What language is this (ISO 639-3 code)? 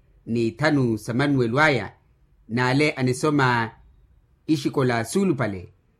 vmw